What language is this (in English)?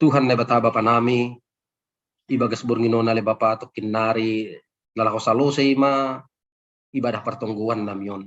Batak Simalungun